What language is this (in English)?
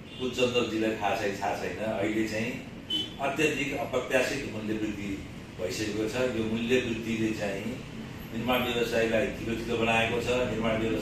Nepali